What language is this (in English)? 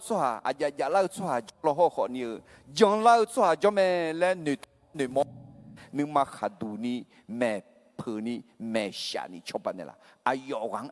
Akha